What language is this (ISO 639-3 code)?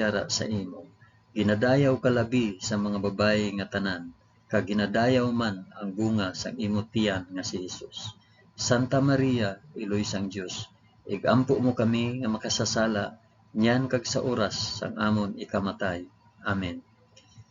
hil